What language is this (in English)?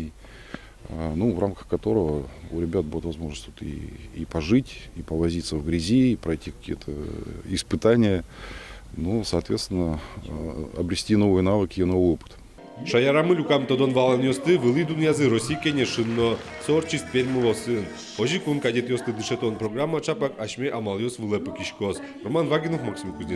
Udmurt